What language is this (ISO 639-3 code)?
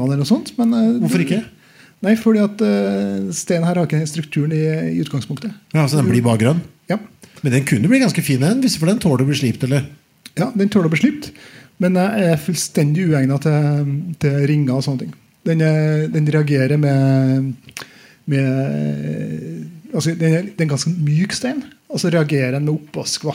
nor